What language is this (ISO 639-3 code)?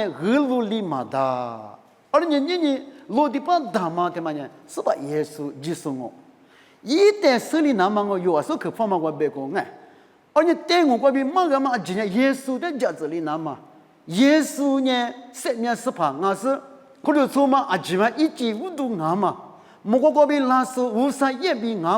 lis